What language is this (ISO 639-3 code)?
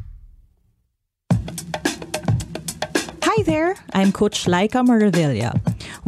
fil